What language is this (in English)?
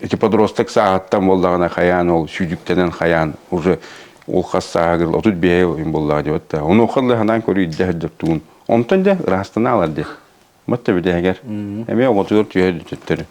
Yakut